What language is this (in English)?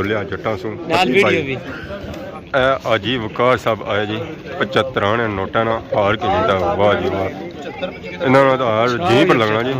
Pahari-Potwari